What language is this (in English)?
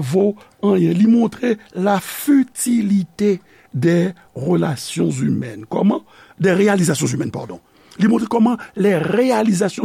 Haitian Creole